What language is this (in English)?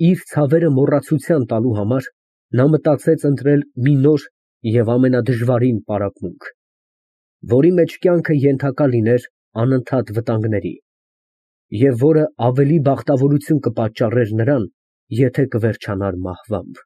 Armenian